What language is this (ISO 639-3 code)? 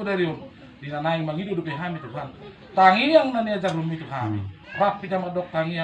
bbc